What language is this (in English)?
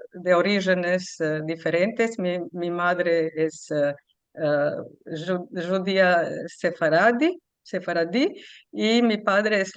Ladino